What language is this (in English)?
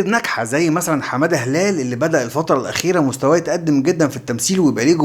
Egyptian Arabic